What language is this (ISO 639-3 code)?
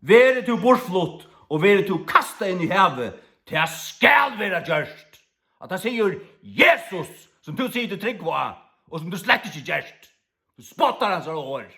fao